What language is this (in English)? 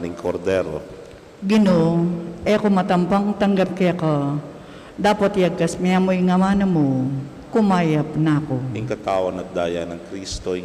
Pampanga